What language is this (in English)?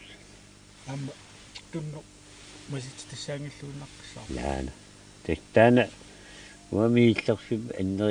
Kalaallisut